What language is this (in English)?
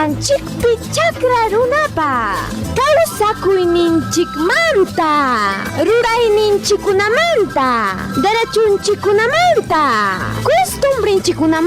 Ayacucho Quechua